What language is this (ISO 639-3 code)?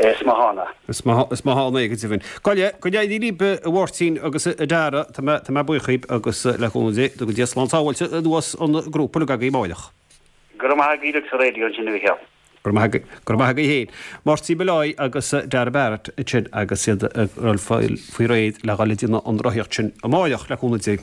gle